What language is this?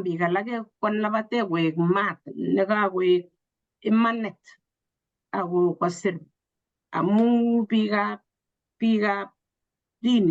Kalenjin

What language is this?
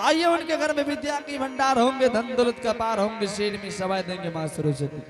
Angika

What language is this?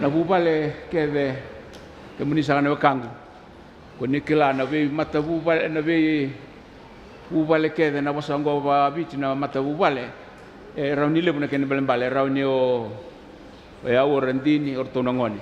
Fijian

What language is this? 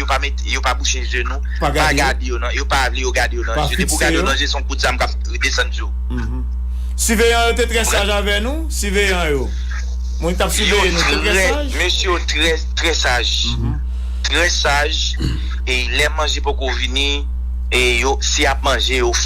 Haitian Creole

